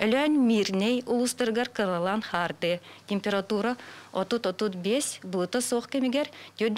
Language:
Yakut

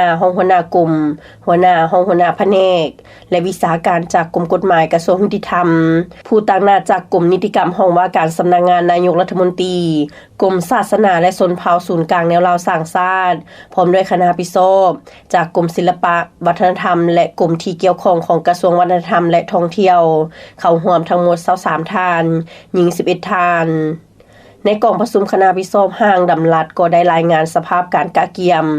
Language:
Lao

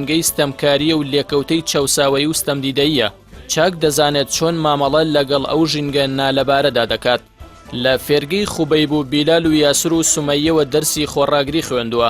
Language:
Central Kurdish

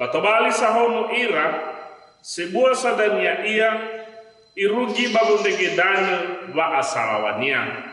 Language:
Nias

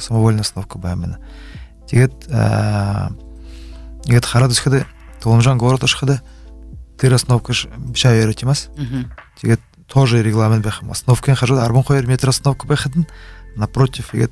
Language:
Buriat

